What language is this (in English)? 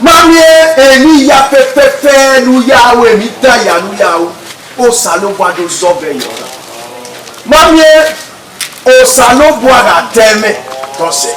Bini